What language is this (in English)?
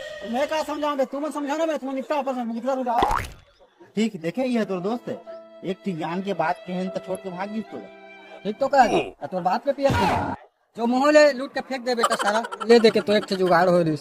Chhattisgarhi